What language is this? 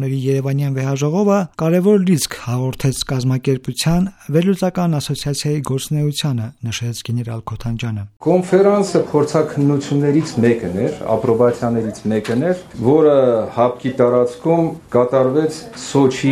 Armenian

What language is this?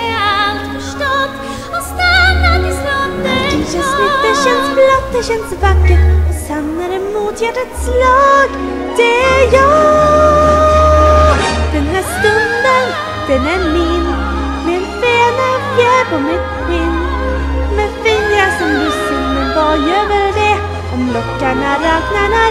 Swedish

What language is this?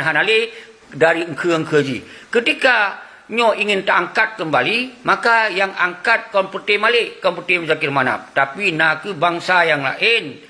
Achinese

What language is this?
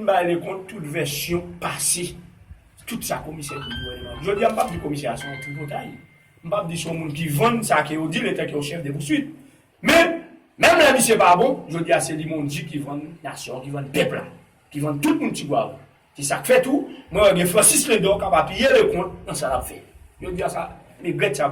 Haitian Creole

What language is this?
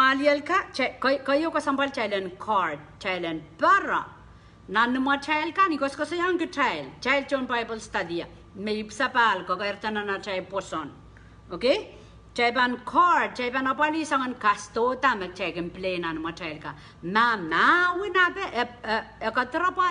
Pohnpeian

